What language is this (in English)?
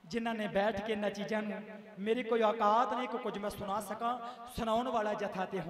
Punjabi